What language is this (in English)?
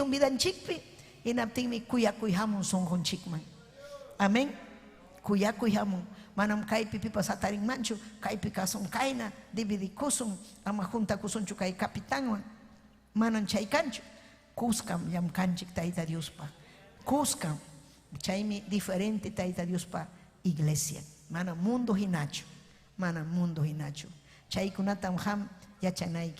Ayacucho Quechua